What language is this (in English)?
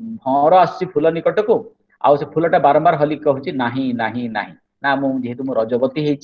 Odia